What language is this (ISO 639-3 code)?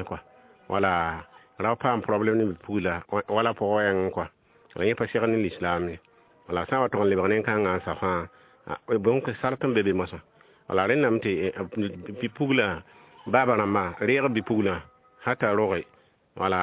mos